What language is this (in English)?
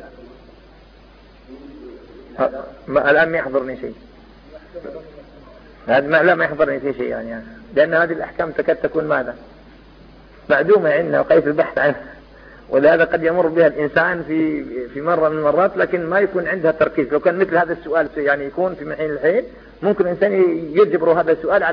Arabic